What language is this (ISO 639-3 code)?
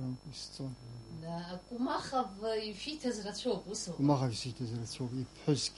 abk